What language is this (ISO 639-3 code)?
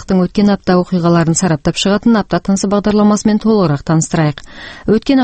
kaz